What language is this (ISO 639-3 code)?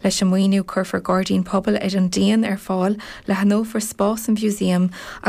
gle